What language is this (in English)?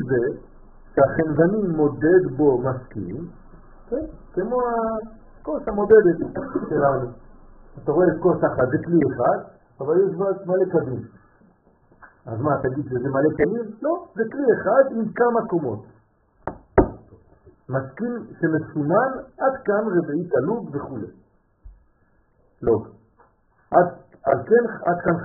Hebrew